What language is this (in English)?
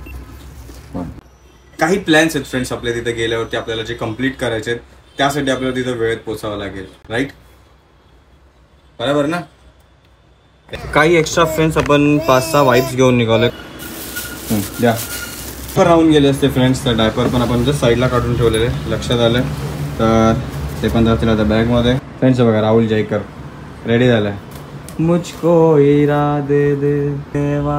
Marathi